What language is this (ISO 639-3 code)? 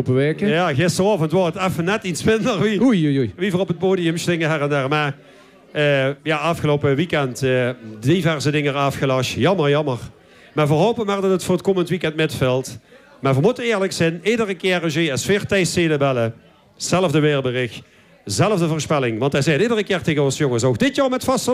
lim